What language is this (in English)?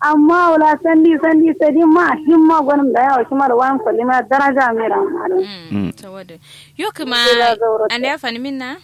Kanuri